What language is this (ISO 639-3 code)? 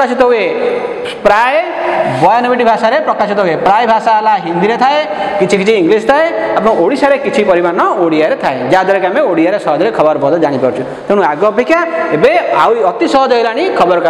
ori